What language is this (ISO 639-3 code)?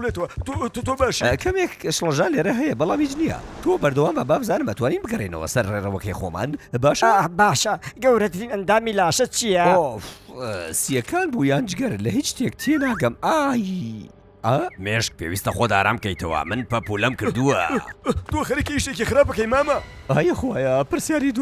ckb